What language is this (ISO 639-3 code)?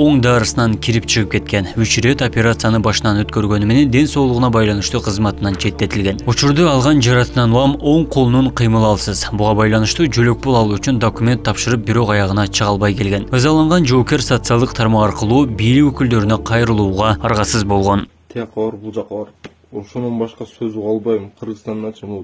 kir